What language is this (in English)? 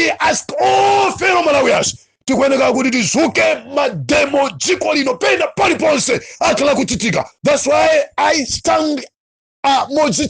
Nyanja